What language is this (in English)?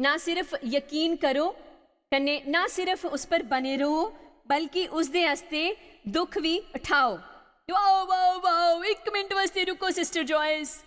Dogri